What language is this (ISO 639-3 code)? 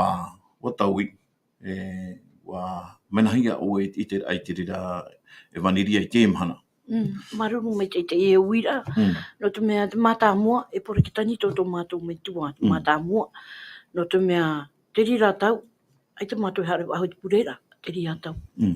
tah